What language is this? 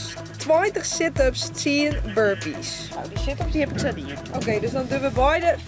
Western Frisian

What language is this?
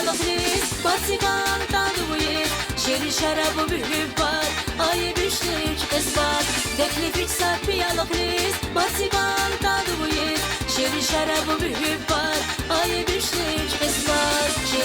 Tabassaran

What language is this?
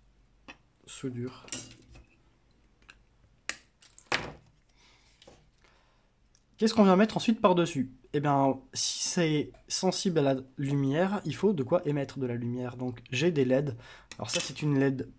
French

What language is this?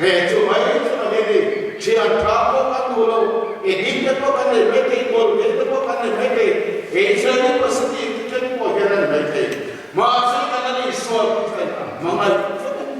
Mizo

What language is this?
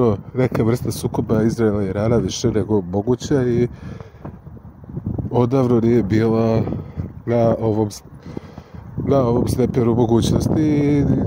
Serbian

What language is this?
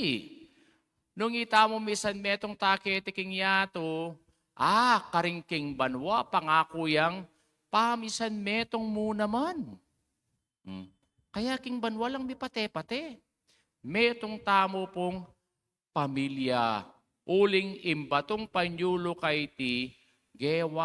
Pampanga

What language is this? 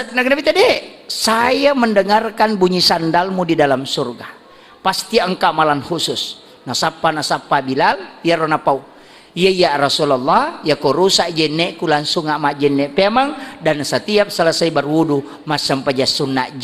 Buginese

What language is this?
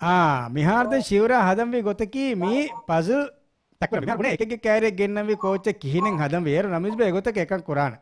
Divehi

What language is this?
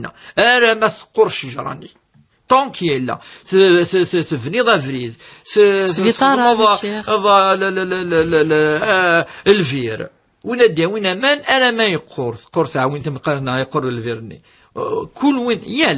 Kabyle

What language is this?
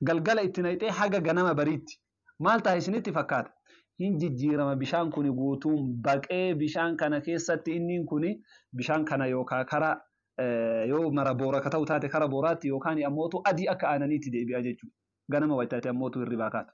Oromo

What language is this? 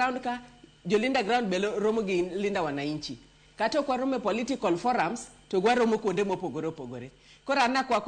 Luo (Kenya and Tanzania)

